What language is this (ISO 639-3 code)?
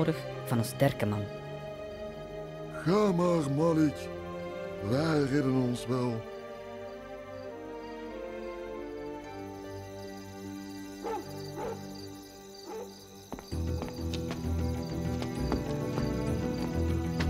nld